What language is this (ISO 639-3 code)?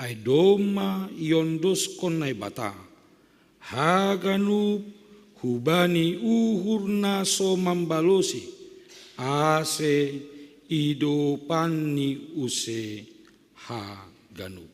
bts